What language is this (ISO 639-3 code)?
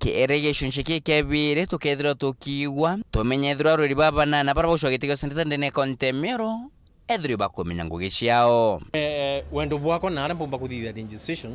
mer